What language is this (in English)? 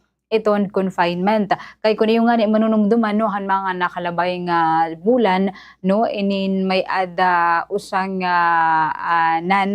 Waray